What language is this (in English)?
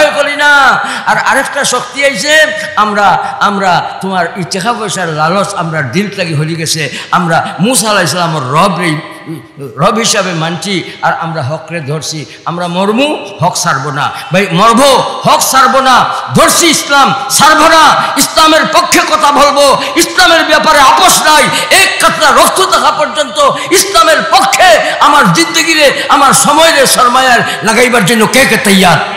Sylheti